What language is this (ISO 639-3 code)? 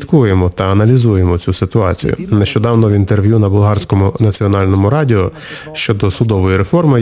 ukr